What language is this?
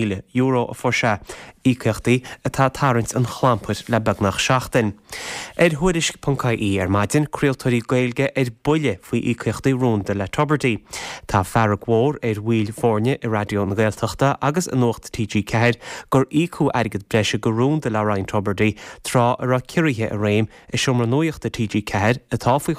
Irish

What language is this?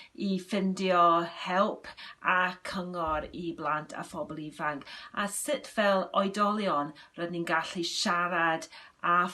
Welsh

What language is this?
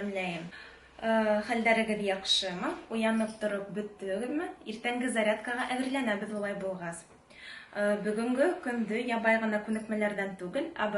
Bashkir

